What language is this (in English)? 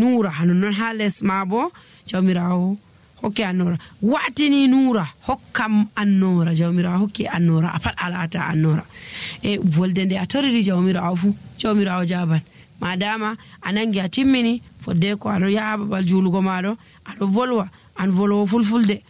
Nigerian Fulfulde